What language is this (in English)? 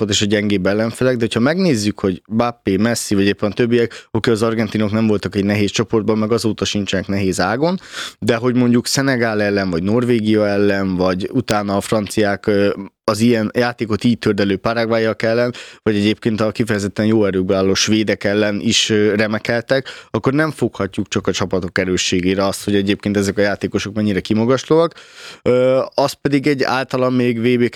Hungarian